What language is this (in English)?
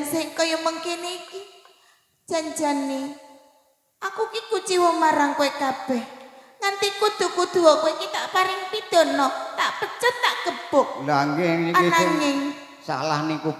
Javanese